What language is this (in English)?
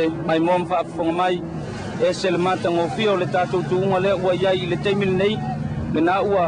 Samoan